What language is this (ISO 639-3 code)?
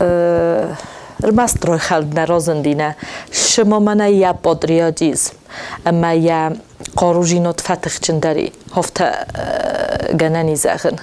oss